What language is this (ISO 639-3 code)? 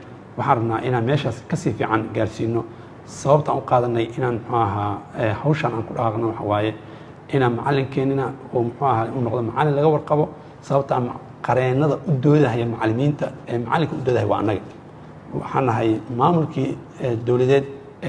som